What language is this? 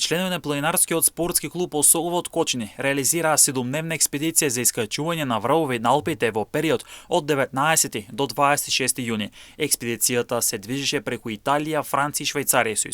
Macedonian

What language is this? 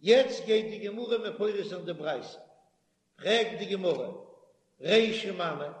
Yiddish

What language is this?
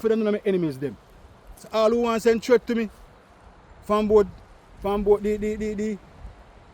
Jamaican Creole English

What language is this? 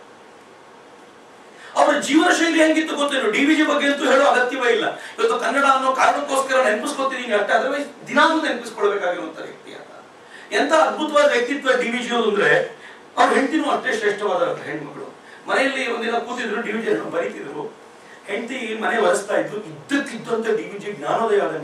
Kannada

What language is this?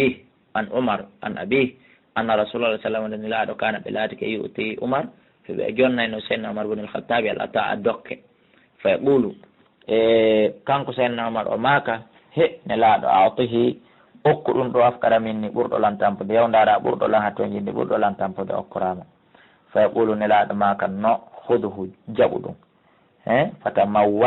Fula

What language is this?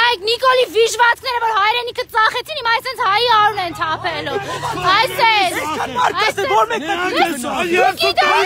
Armenian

